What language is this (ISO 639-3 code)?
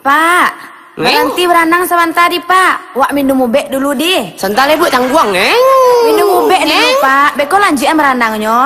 min